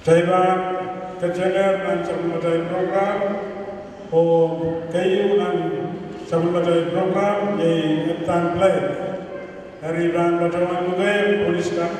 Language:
Pohnpeian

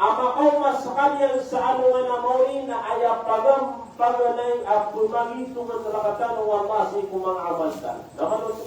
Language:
Maranao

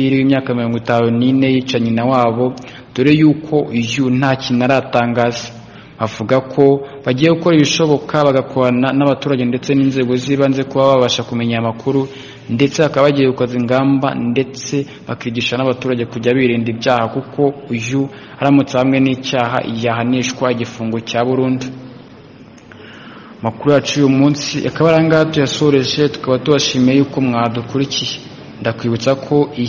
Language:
Kinyarwanda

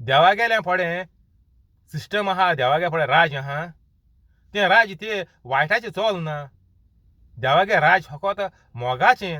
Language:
Konkani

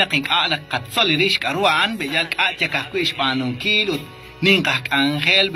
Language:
Kekchí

